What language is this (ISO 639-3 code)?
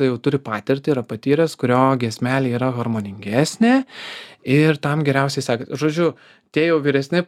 lit